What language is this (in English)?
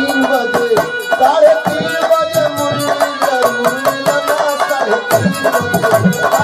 Bhojpuri